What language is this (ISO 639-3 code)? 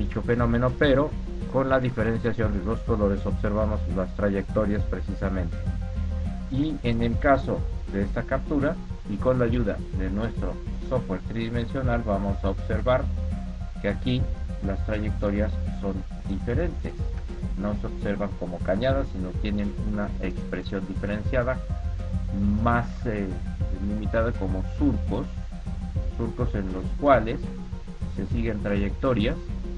spa